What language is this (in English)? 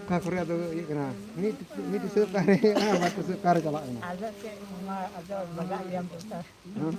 Santali